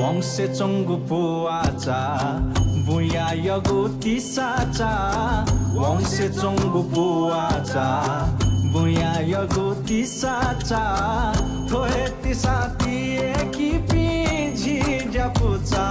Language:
Newari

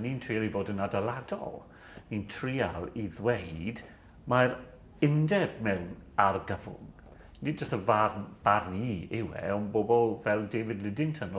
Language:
Welsh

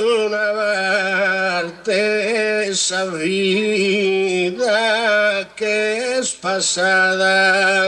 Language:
Sardinian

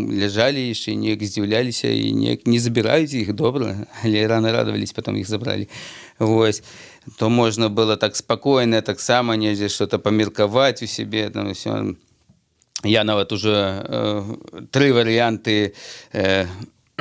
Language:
Belarusian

